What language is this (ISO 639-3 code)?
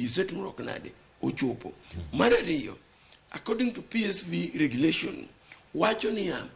luo